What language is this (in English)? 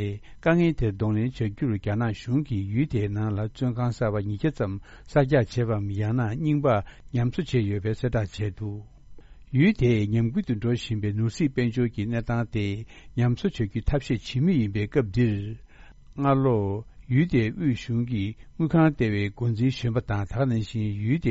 Tibetan